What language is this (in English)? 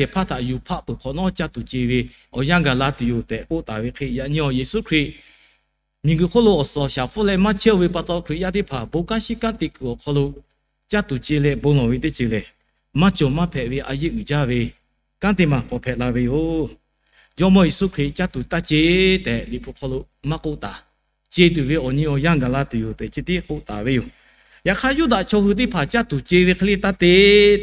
Lahu